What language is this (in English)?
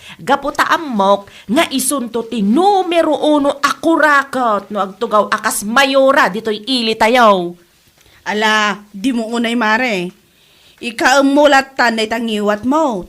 Iloko